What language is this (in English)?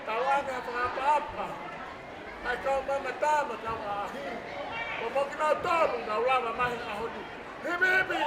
Tongan